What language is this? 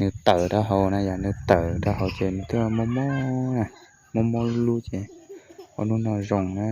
Hmong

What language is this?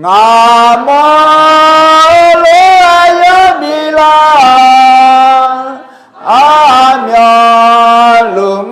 Akha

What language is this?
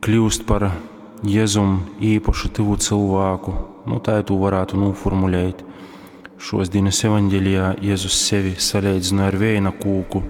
Latgalian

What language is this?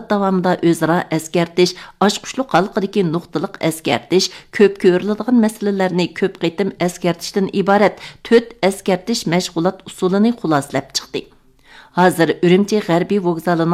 Uyghur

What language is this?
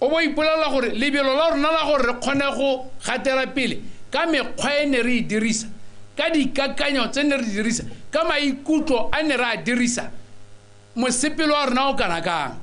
Tswana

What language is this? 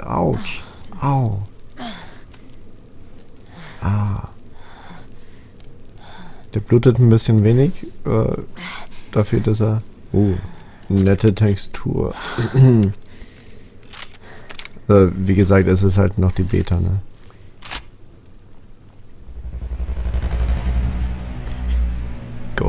German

